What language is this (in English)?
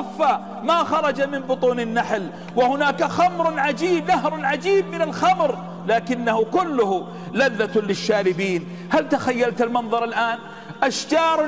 Arabic